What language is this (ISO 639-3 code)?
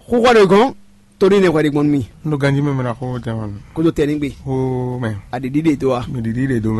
fon